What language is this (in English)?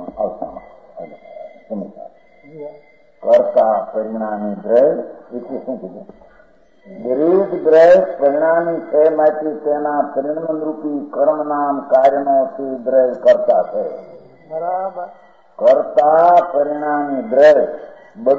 Gujarati